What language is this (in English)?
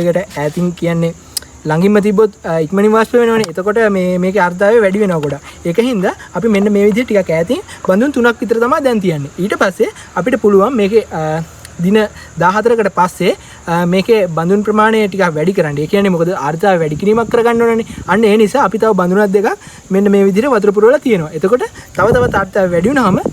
Sinhala